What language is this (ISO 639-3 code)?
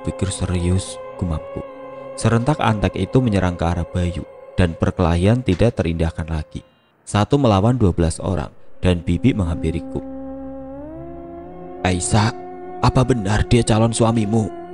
ind